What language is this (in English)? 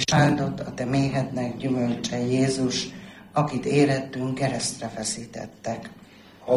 Hungarian